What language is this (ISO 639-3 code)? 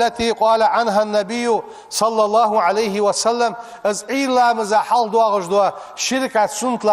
inh